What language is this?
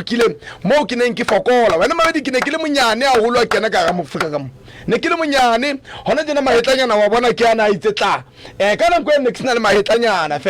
Southern Sotho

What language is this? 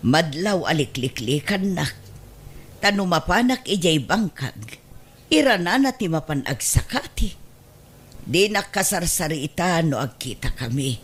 Iloko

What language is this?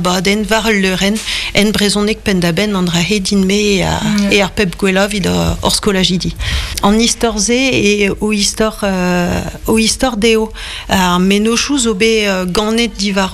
Breton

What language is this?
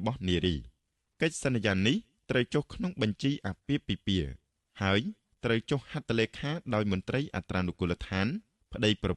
Khmer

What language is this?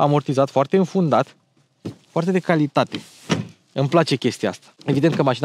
Romanian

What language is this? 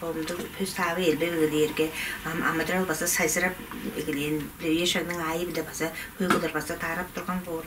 Tuvinian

